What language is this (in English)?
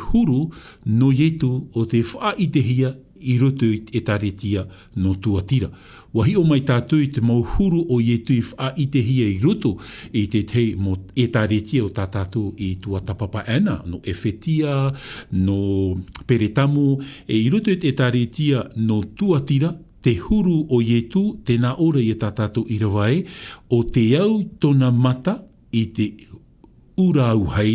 Tahitian